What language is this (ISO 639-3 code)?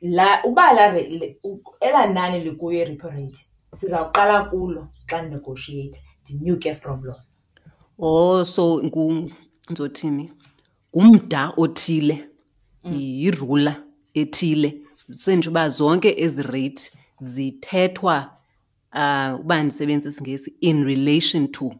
xho